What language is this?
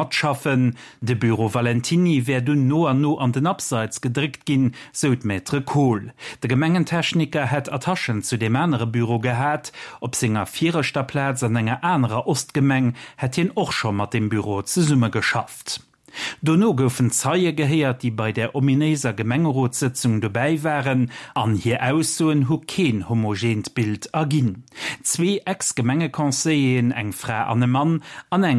Luxembourgish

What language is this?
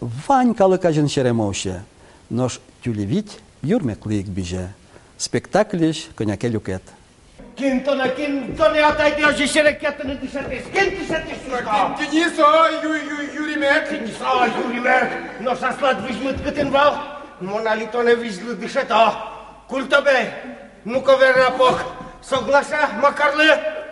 Udmurt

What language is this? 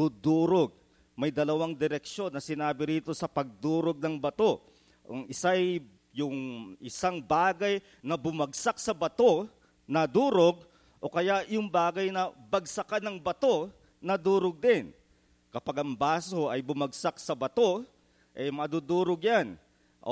Filipino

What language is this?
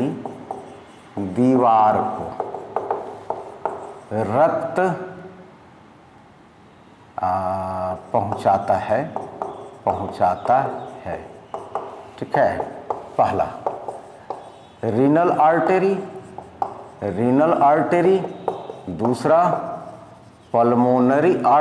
Hindi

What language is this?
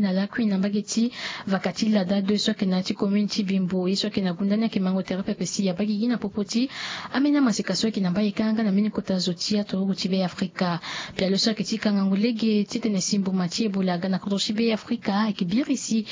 Sango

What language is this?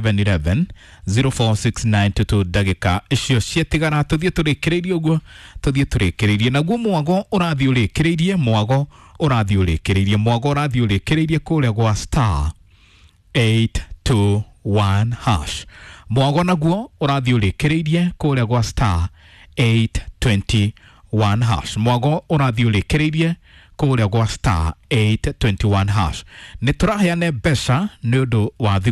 Kikuyu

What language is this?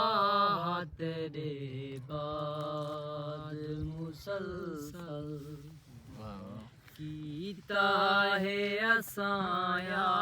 Saraiki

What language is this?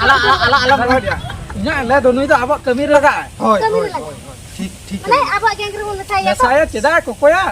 Santali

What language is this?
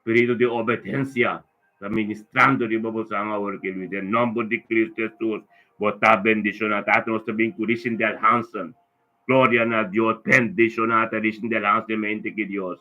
Papiamento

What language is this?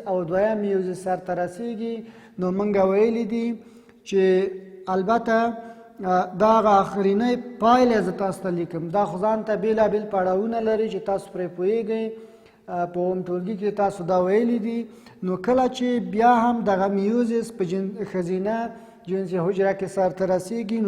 Pashto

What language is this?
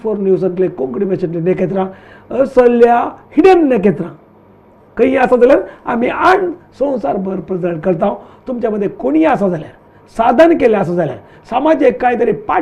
Konkani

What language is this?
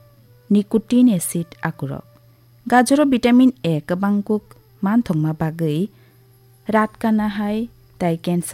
Kok Borok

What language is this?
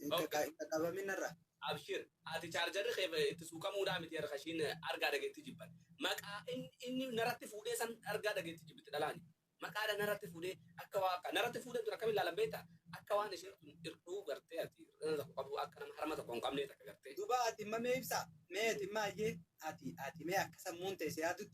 Oromo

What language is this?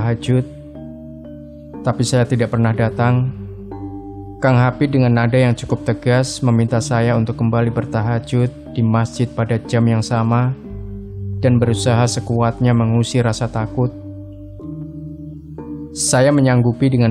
Indonesian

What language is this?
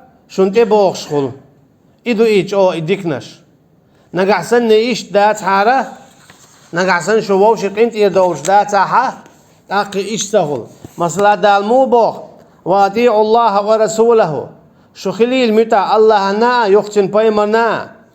Chechen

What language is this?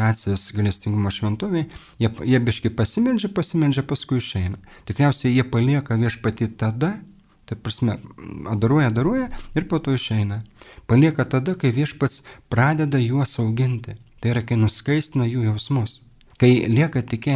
Lithuanian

